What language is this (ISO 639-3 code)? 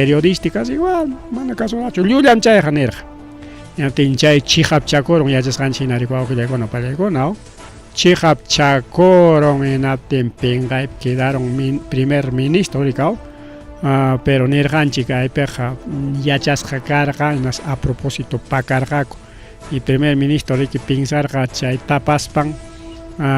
quy